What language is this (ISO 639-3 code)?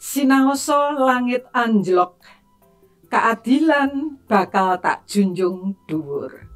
jav